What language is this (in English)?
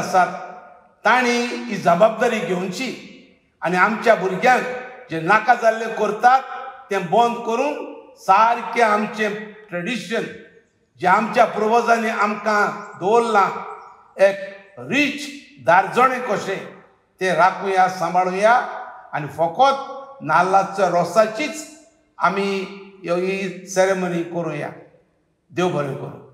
Konkani